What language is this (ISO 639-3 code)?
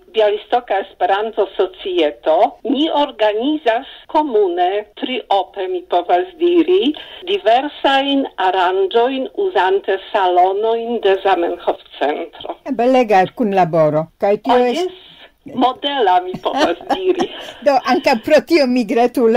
epo